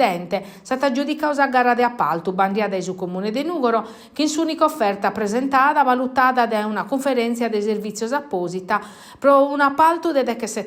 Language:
Sardinian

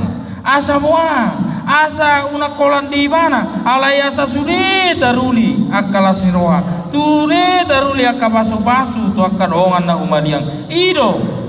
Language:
Batak Toba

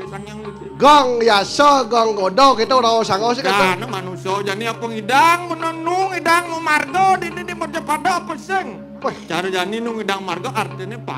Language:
Balinese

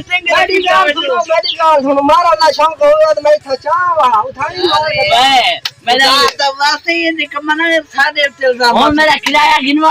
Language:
Saraiki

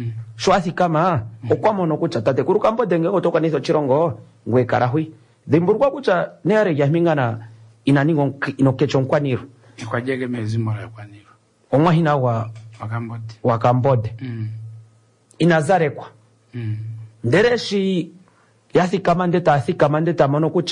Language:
Kuanyama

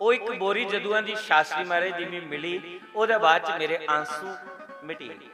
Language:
Dogri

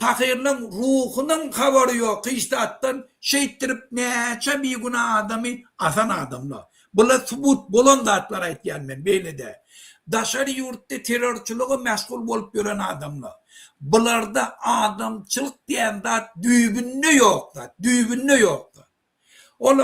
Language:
Turkmen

